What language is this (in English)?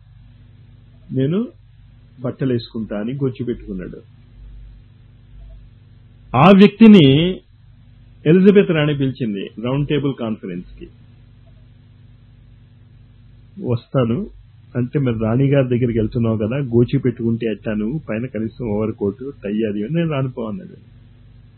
Telugu